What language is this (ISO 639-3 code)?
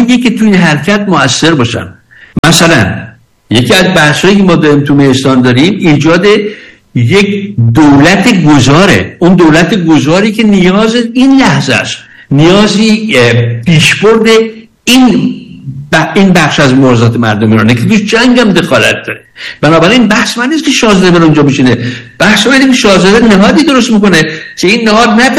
fas